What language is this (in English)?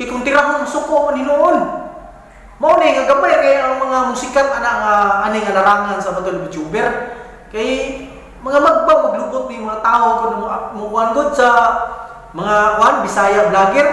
Cebuano